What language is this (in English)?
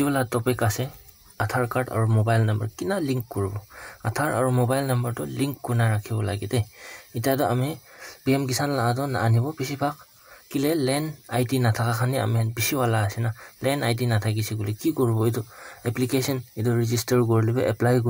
Naga Pidgin